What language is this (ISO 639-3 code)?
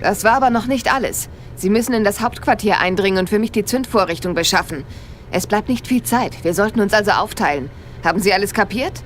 bar